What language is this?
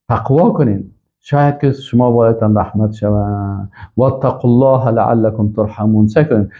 Persian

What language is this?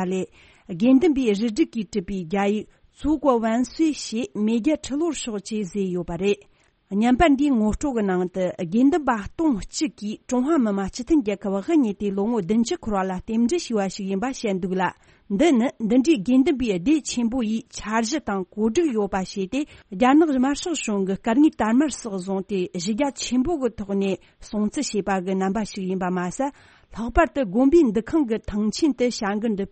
Tibetan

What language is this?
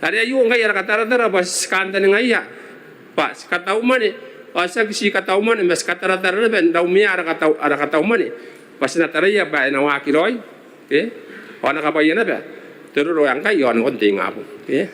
Gilbertese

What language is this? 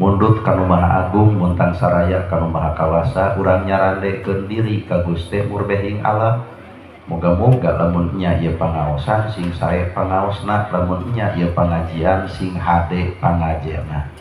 Sundanese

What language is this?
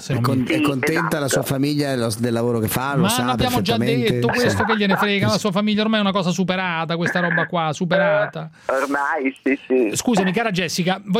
Italian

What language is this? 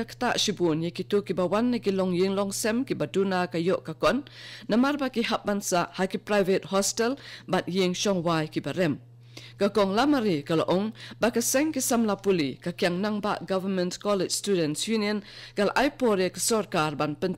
Khasi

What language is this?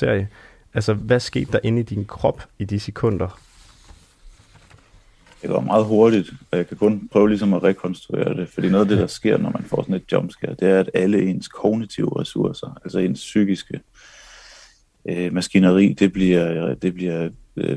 Danish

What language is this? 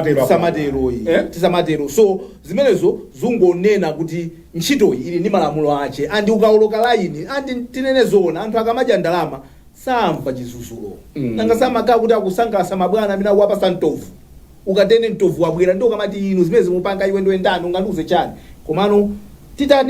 Nyanja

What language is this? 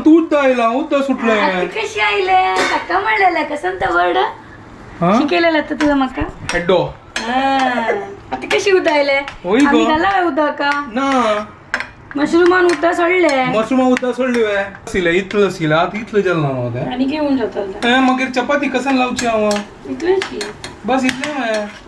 Konkani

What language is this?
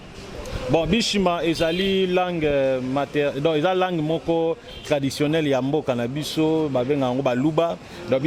Lingala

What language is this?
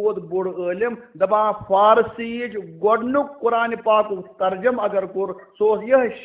Kashmiri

